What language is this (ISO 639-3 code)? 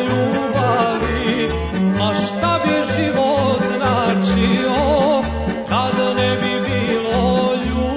srp